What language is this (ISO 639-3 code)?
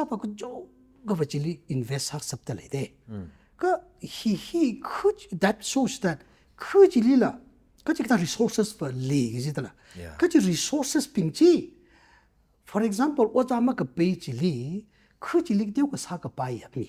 nmf